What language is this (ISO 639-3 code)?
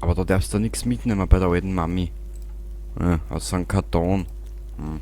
bar